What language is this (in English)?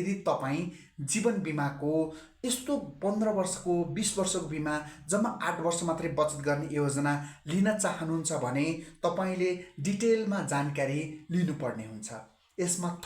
Nepali